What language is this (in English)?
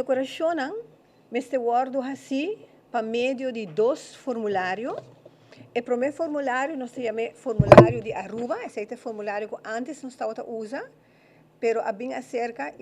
Papiamento